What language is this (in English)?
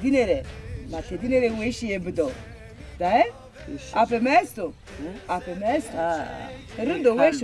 Zaza